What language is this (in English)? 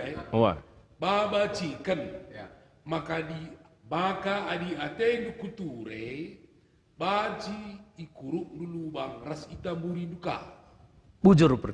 Batak Karo